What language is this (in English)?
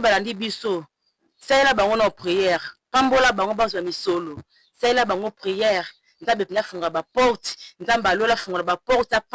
Lingala